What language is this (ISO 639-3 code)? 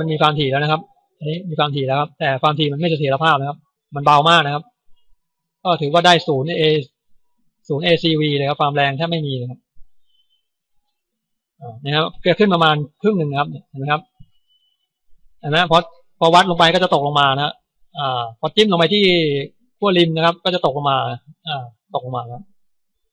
tha